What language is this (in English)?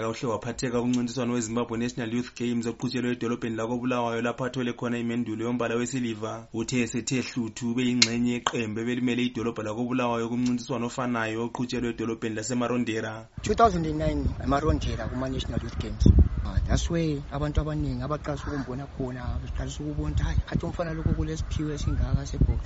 North Ndebele